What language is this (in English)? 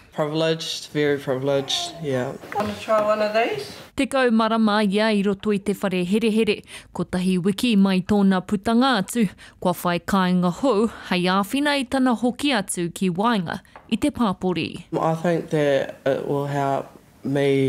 Māori